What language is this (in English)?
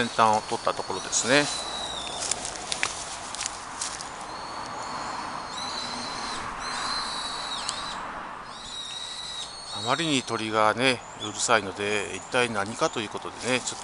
Japanese